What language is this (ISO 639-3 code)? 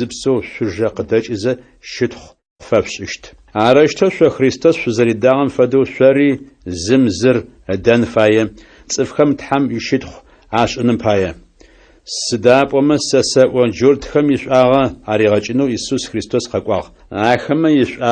ady